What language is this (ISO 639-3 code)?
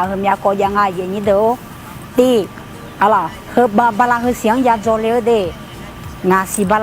ahk